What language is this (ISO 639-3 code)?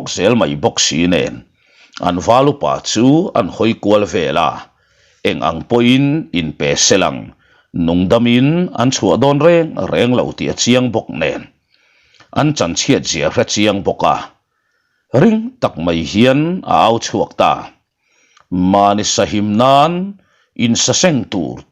lus